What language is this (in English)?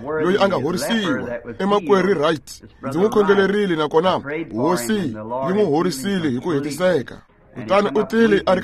Tsonga